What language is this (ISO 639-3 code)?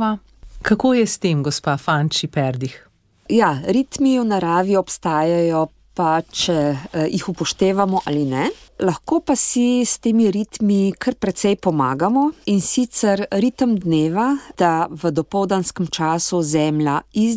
slv